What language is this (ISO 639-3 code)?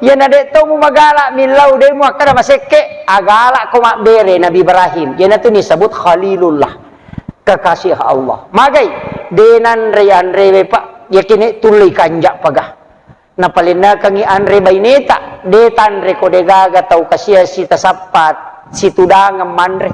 bug